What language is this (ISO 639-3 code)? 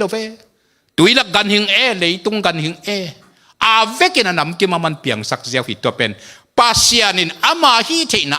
ctd